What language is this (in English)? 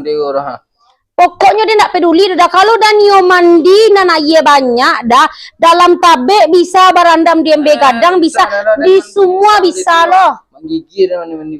Minangkabau